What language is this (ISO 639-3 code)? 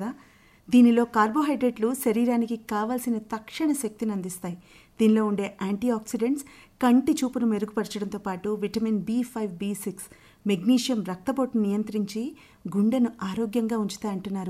tel